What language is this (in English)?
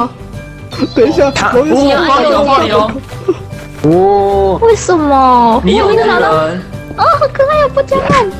Chinese